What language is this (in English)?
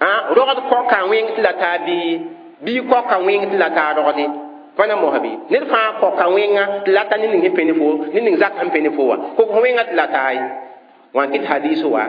Mossi